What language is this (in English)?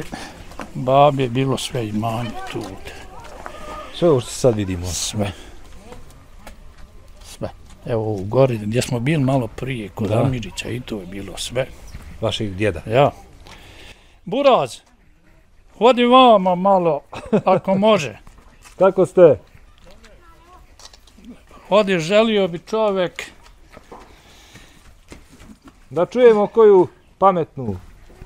Bosnian